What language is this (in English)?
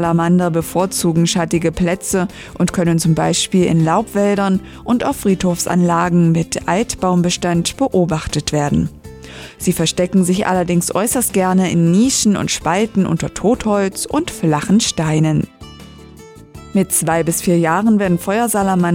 German